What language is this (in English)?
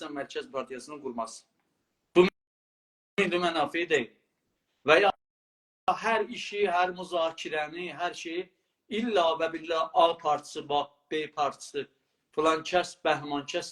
South Azerbaijani